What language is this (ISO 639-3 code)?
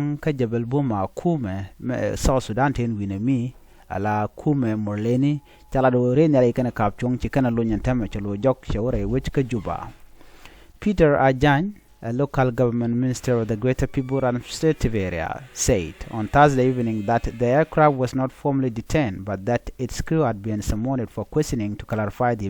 nus